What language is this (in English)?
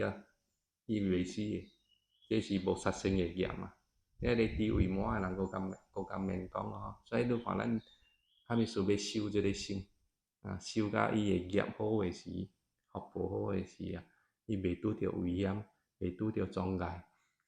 Min Nan Chinese